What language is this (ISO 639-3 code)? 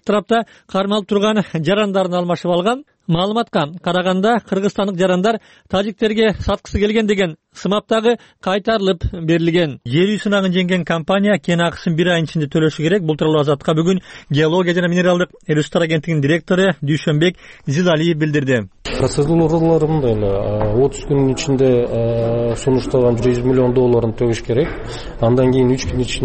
kir